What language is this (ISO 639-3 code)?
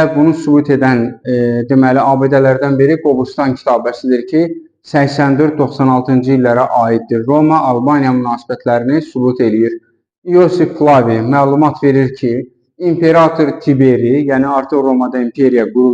aze